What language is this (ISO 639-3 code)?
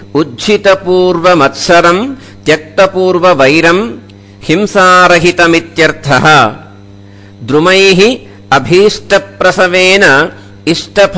san